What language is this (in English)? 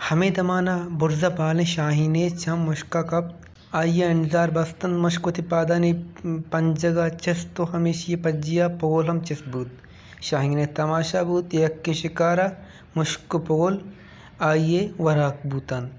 Baluchi